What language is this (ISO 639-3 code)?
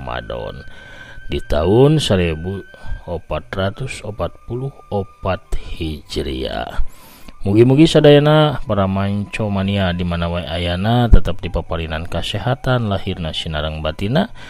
sun